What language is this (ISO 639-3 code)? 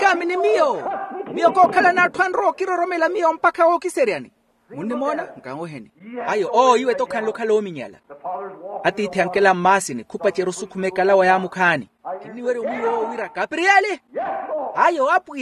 vmw